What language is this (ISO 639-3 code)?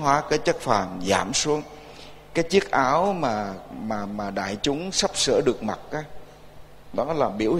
vie